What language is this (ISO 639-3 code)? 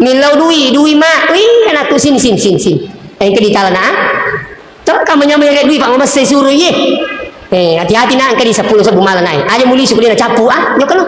bug